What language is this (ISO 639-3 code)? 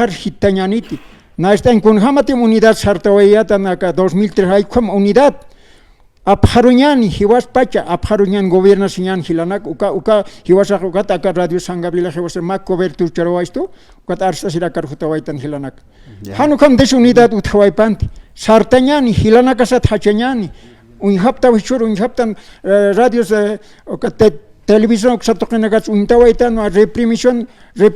aym